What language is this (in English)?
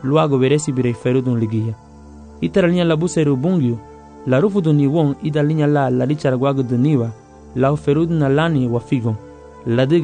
Garifuna